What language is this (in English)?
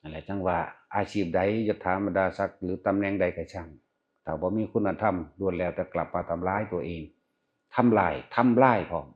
Northeastern Thai